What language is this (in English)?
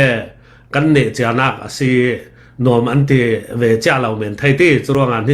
Falam Chin